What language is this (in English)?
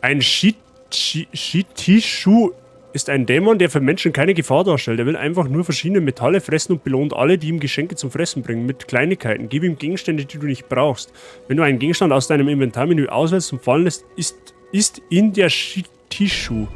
Bavarian